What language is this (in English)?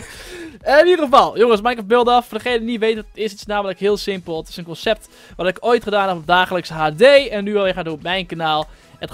Dutch